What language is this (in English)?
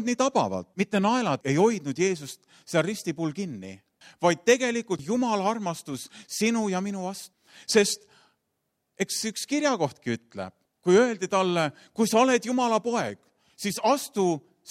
Estonian